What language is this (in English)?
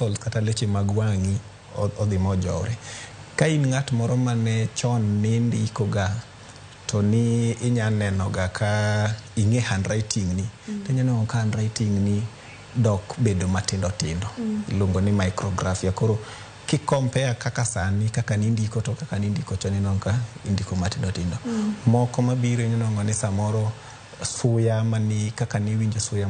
Luo (Kenya and Tanzania)